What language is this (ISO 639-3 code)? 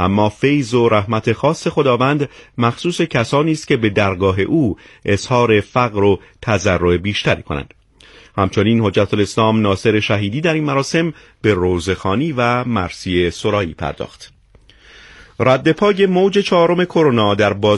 fas